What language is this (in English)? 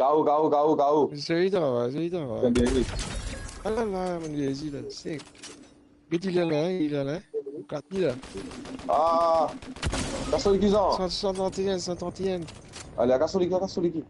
Morisyen